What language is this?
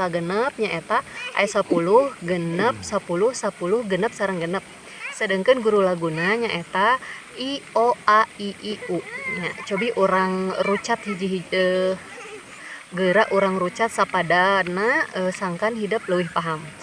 Sundanese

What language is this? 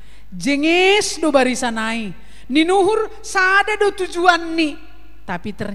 Batak Simalungun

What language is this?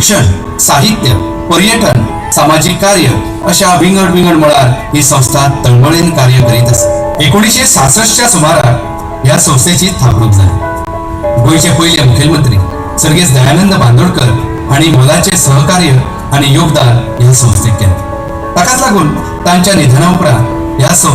Konkani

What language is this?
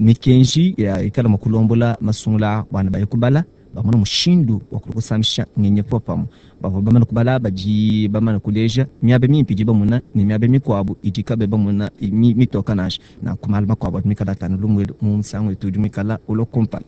Luba-Lulua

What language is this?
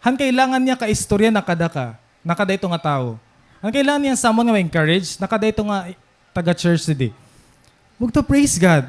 Waray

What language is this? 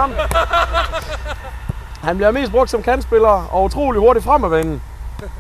Danish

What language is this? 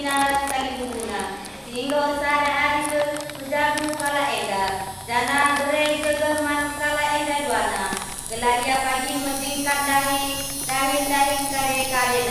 Batak Karo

